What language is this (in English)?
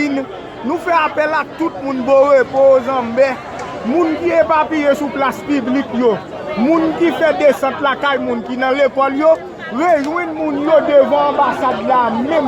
Haitian Creole